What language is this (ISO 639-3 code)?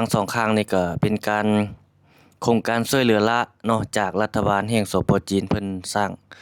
lao